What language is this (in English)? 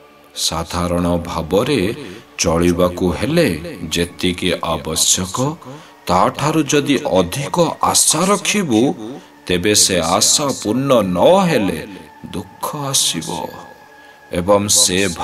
Odia